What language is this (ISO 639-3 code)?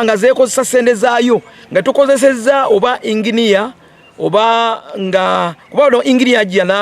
lug